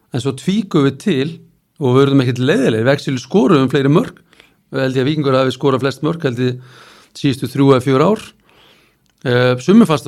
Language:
Icelandic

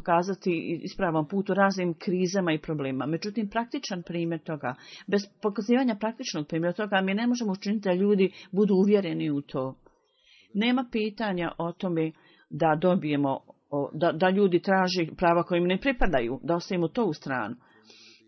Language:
Bosnian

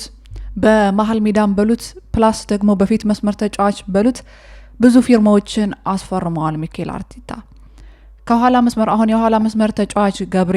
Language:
Amharic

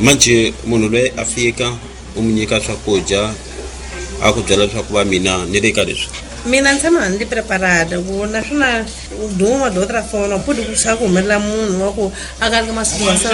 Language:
Tsonga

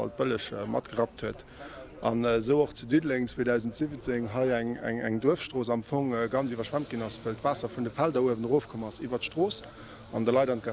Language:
Luxembourgish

